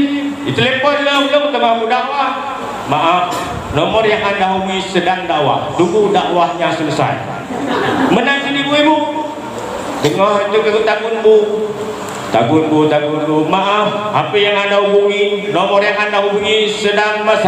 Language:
Achinese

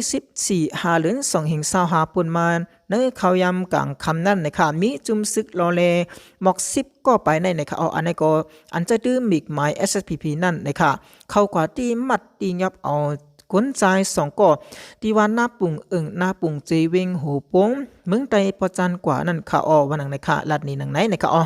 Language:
Shan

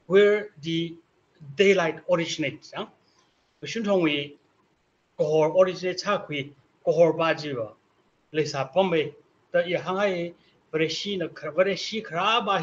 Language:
Tangkhul Naga (India)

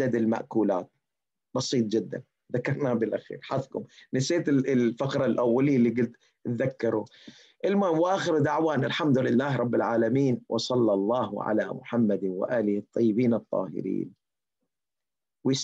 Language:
Mesopotamian Arabic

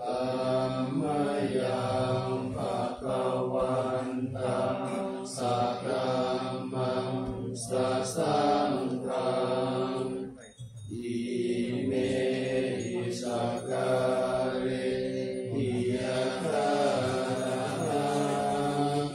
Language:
Pali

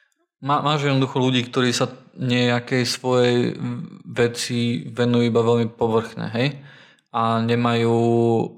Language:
Slovak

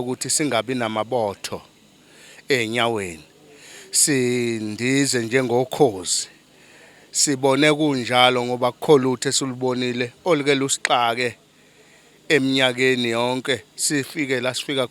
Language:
Zulu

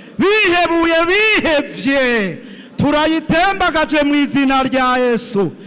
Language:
Rundi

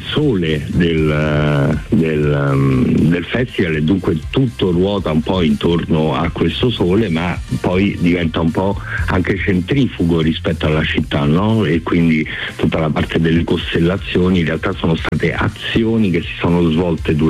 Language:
Italian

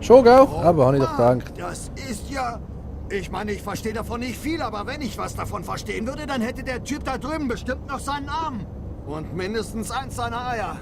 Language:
Swiss German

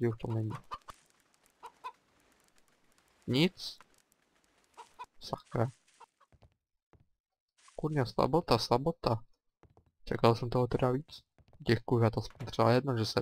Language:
Czech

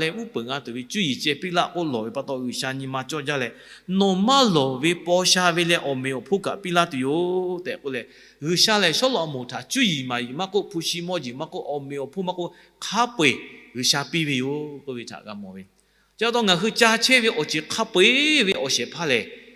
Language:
Lahu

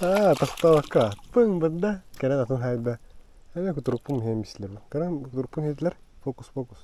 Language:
Yakut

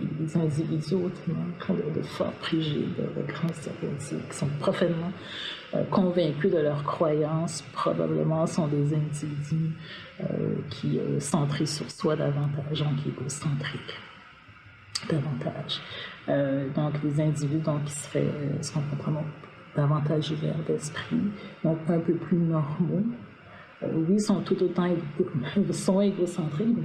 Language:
French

